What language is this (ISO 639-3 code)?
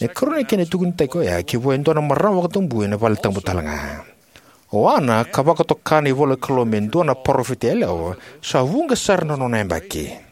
fij